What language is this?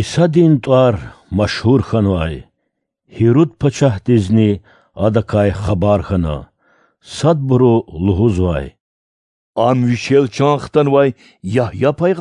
Lezghian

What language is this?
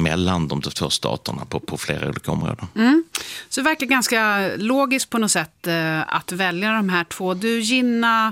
Swedish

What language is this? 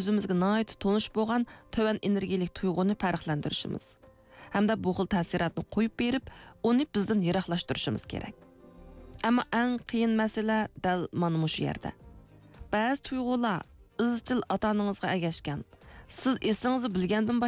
Uyghur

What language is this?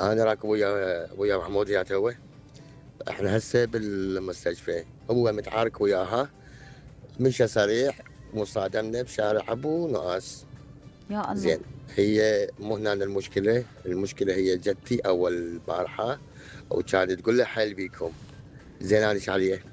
Mesopotamian Arabic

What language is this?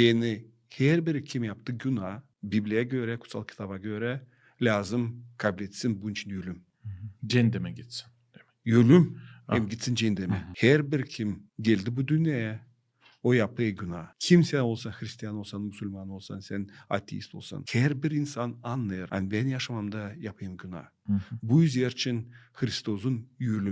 Gagauz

